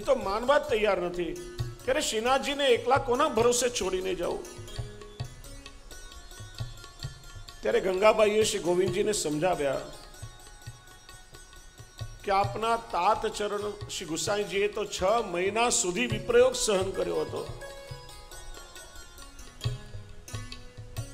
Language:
Gujarati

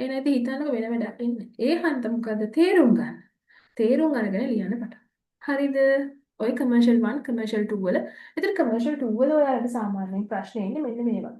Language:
Sinhala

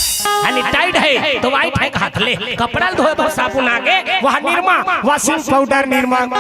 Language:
Chhattisgarhi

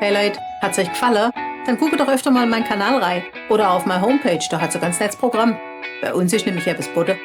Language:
Swabian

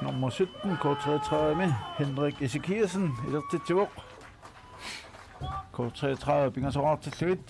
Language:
Kalaallisut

